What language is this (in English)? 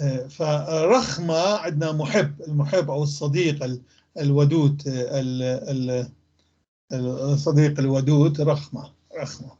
North Levantine Arabic